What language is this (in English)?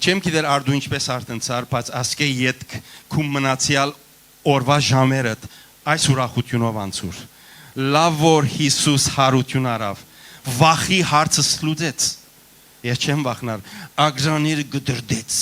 Western Armenian